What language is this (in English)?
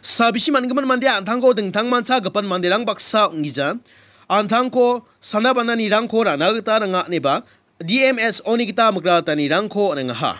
Garo